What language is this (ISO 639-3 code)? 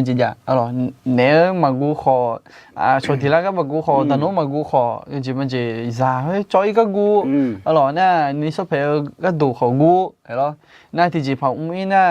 ahk